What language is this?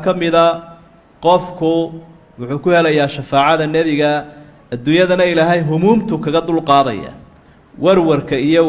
Somali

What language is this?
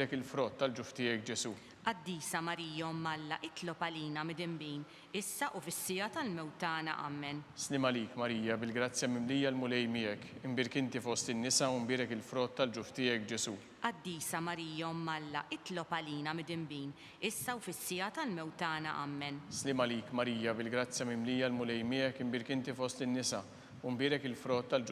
Maltese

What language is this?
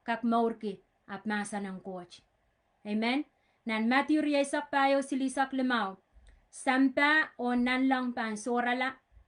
Pohnpeian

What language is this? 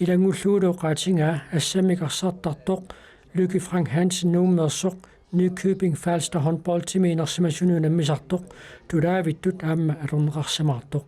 Kalaallisut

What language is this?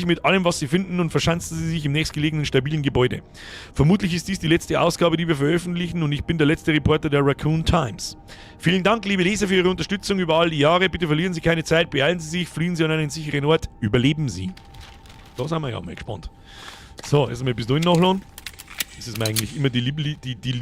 Bavarian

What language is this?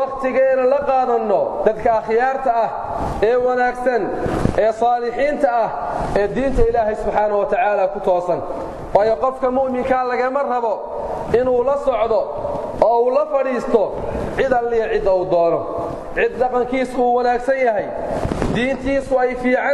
Somali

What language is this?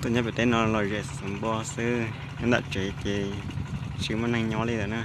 Hmong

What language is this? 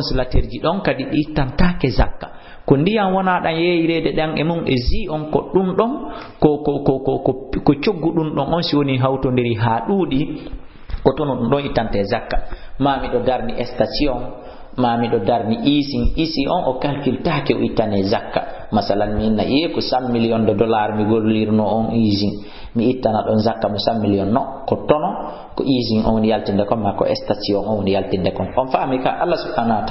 Fula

